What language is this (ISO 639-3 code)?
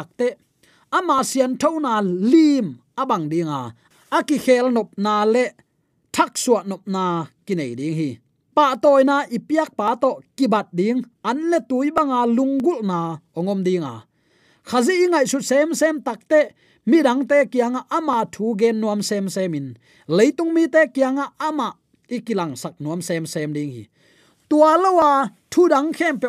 ctd